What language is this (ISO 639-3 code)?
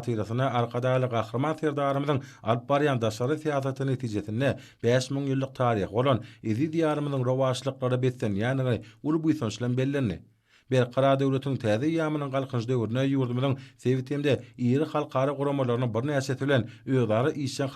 tuk